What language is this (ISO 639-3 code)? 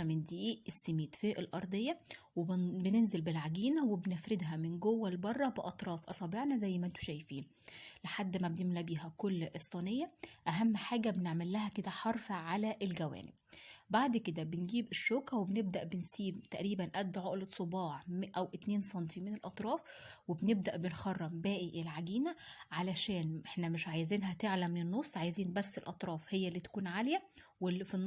arz